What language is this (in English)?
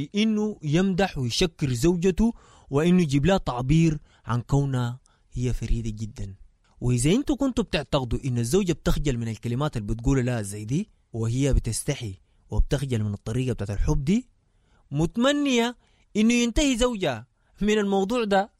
Sudanese Arabic